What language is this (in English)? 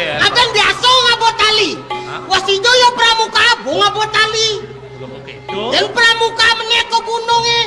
Balinese